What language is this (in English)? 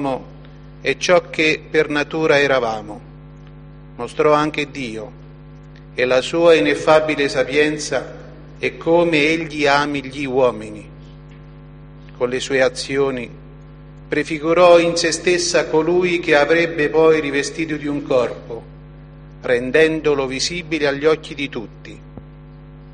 Italian